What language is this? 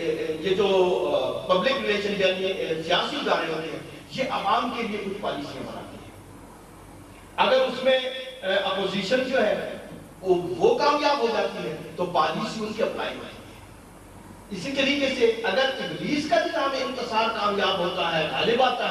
Urdu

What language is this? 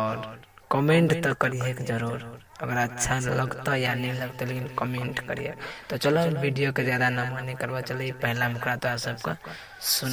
Maithili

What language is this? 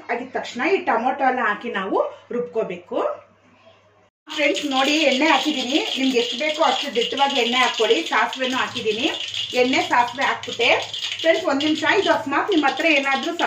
Kannada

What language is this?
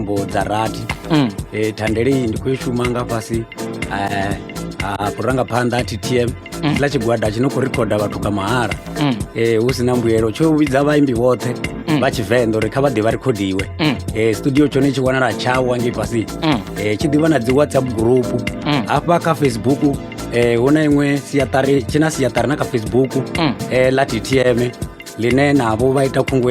Venda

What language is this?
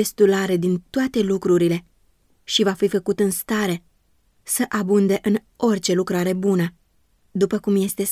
Romanian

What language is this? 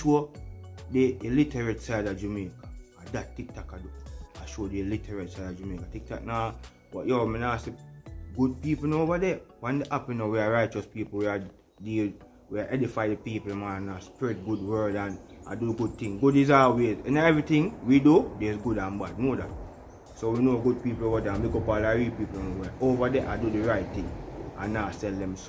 Jamaican Creole English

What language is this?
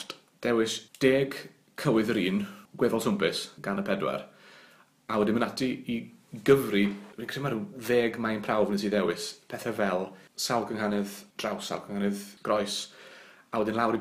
Welsh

